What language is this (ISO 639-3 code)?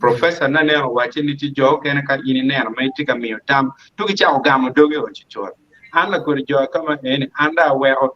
ach